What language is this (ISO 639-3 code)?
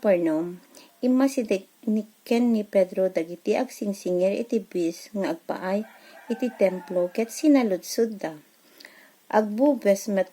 ilo